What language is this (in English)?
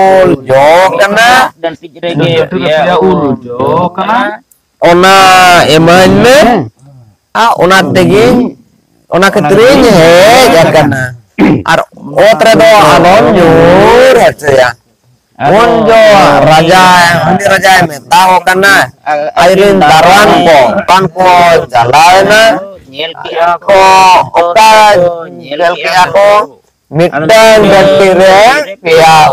Santali